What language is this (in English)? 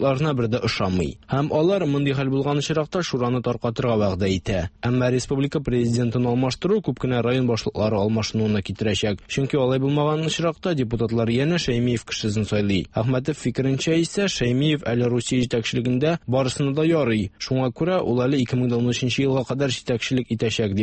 Tatar